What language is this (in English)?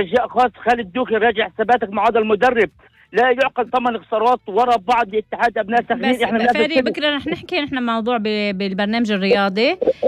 North Levantine Arabic